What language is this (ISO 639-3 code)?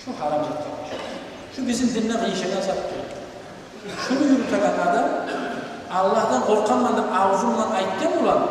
kum